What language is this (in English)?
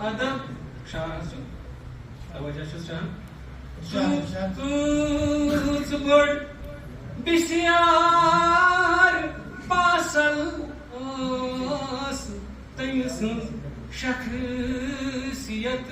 Kashmiri